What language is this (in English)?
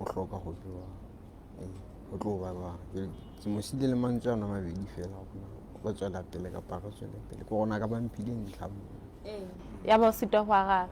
Southern Sotho